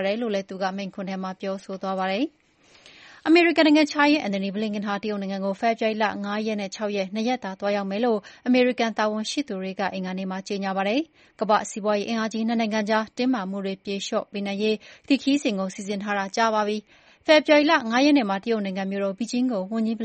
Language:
Burmese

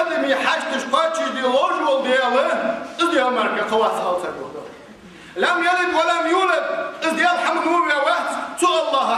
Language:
Ingush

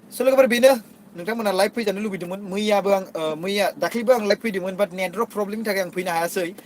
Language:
Bodo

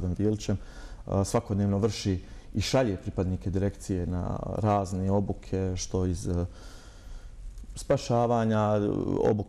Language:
Bosnian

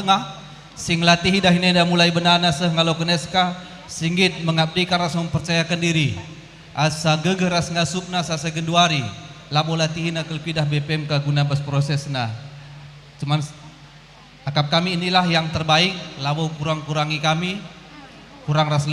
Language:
Batak Karo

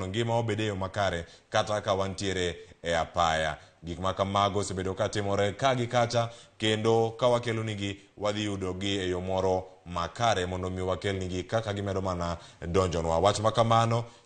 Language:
Luo (Kenya and Tanzania)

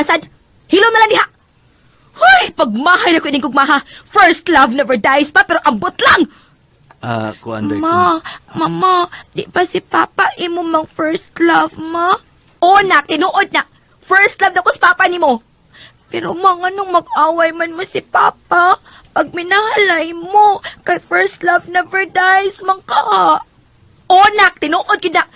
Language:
Cebuano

